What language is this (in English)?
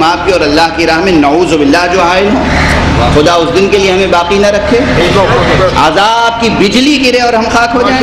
Urdu